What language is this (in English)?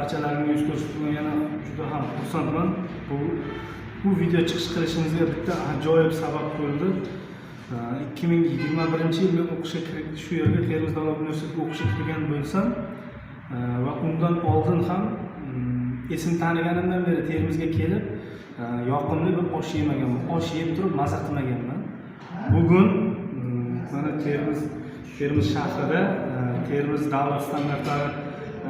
Uzbek